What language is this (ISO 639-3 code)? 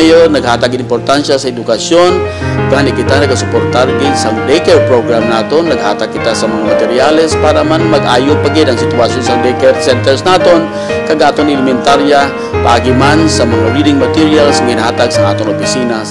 hil